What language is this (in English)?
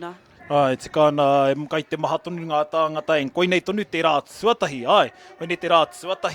Māori